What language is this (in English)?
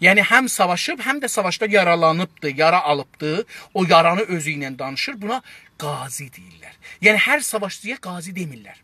South Azerbaijani